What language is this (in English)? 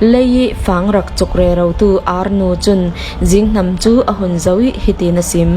Falam Chin